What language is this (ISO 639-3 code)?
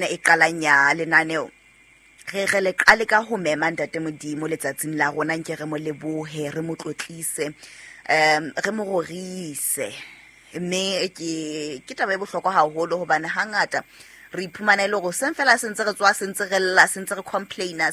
sot